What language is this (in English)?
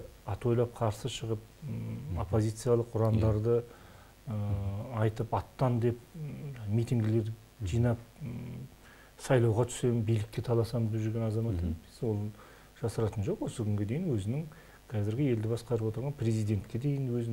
Kazakh